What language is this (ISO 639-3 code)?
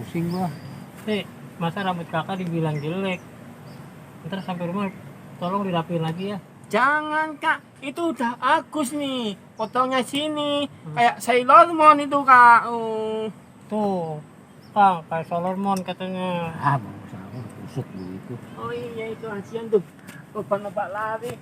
bew